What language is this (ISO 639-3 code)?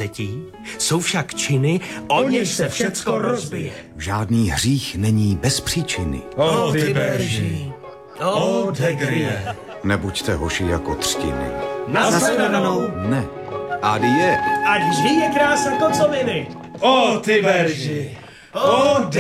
ces